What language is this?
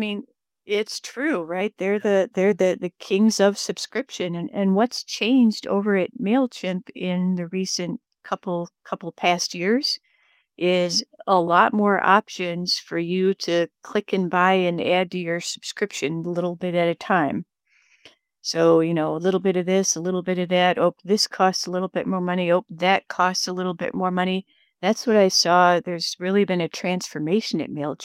English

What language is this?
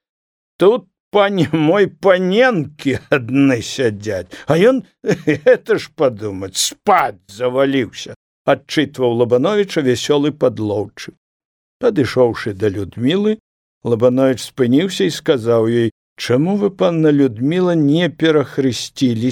Belarusian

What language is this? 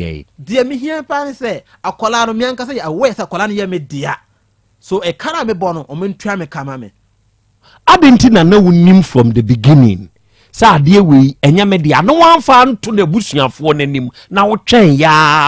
Akan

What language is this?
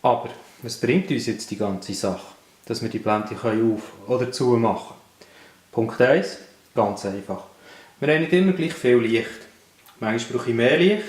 Swiss German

